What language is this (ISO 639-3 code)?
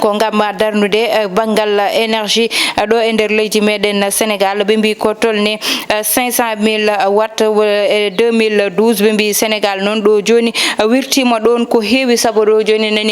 ful